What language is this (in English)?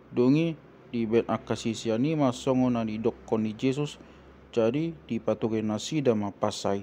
Batak Toba